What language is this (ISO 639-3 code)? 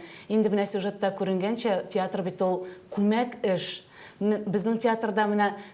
tat